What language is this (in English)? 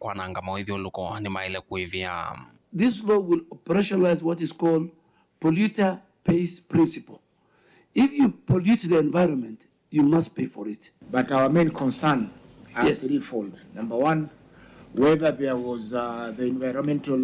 Kamba